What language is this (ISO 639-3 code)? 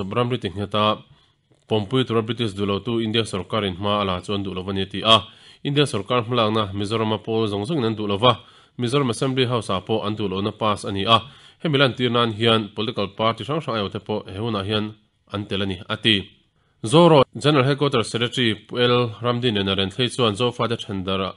lus